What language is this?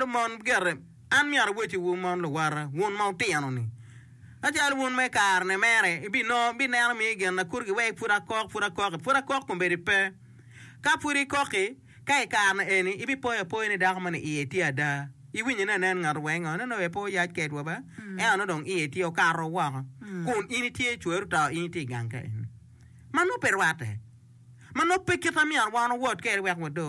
Acoli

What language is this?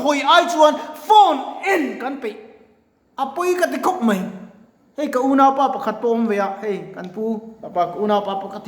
Mizo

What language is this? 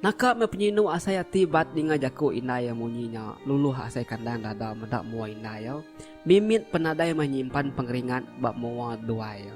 Iban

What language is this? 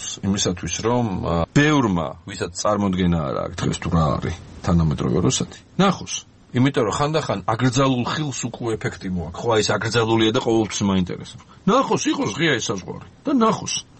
Georgian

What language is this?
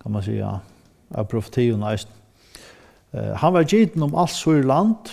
Faroese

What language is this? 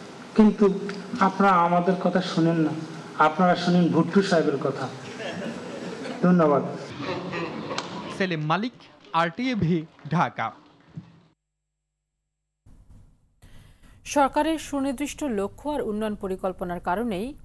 Bangla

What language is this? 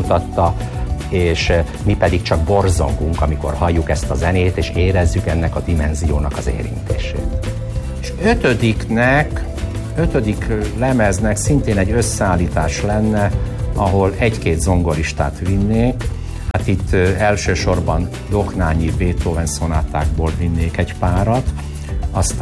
Hungarian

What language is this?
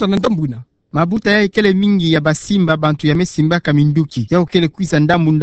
Kituba (Democratic Republic of Congo)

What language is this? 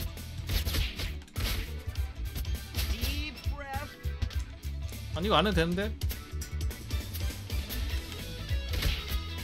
Korean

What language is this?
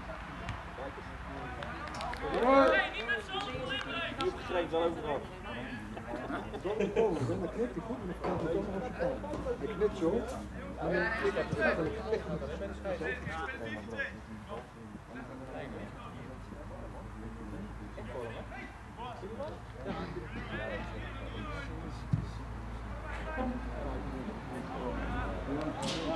Dutch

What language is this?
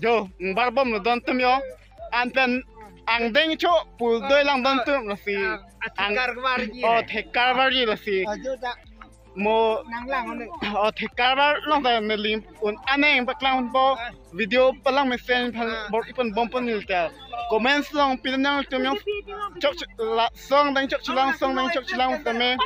Karbi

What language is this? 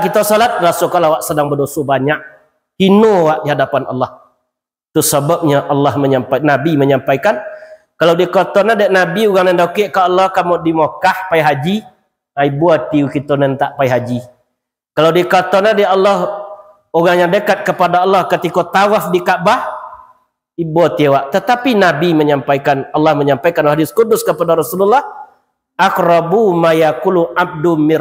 Minangkabau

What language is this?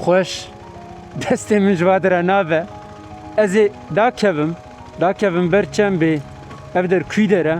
Kurdish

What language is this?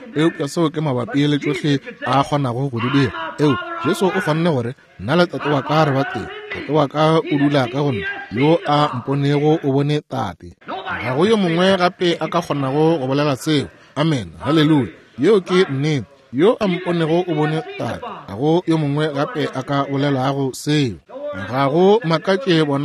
Northern Sotho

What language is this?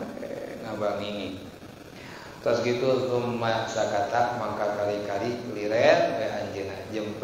Sundanese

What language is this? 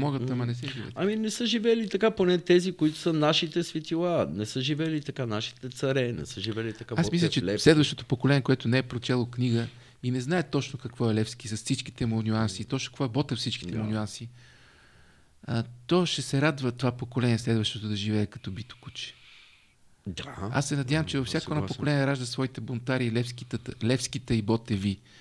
Bulgarian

